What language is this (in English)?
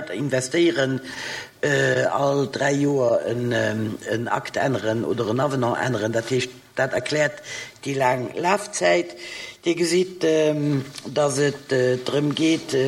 Luxembourgish